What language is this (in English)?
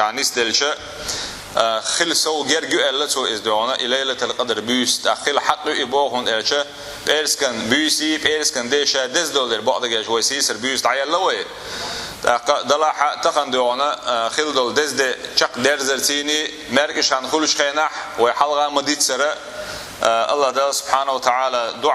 Chechen